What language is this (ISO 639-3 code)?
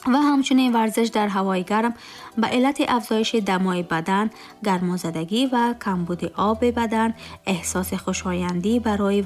tgk